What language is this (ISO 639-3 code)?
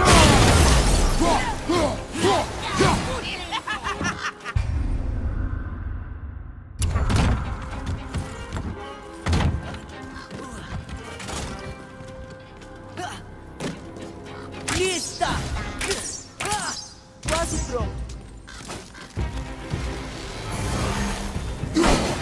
por